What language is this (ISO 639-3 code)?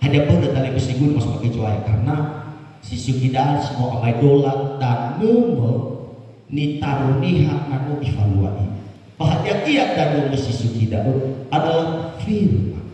nia